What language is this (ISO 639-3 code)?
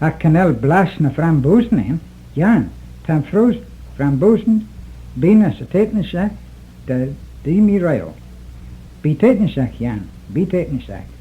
glv